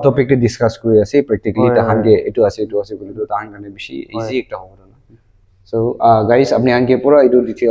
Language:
Naga Pidgin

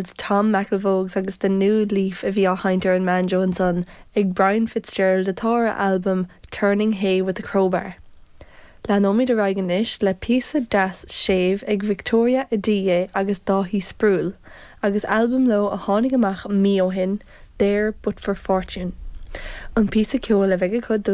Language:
Irish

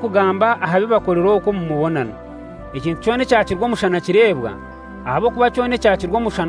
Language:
Kinyarwanda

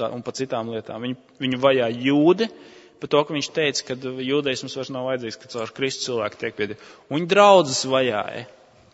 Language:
Latvian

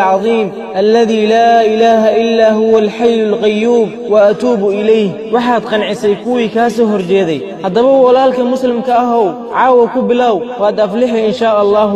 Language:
Somali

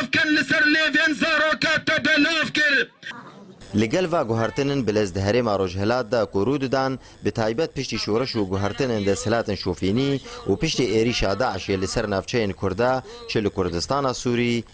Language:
Kurdish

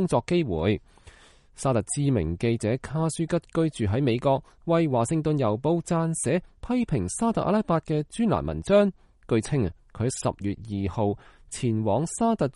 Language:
Cantonese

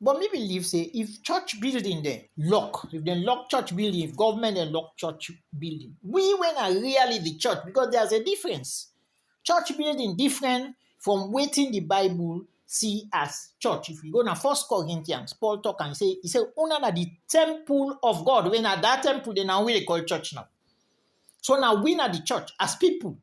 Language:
Krio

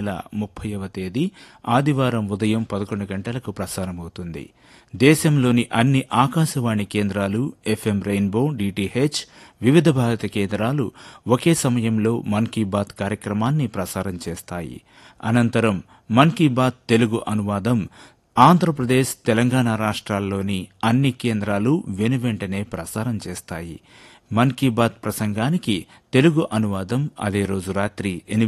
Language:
Telugu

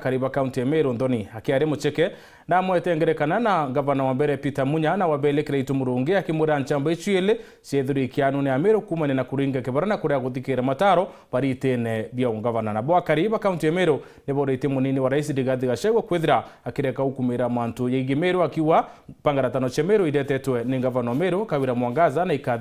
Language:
Meru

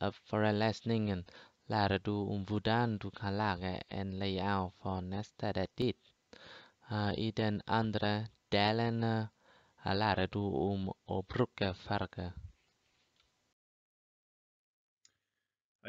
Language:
Norwegian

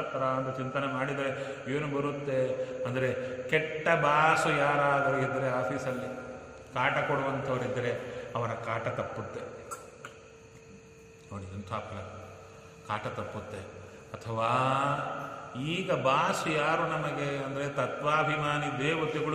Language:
Kannada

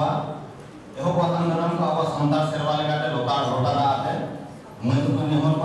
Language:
Santali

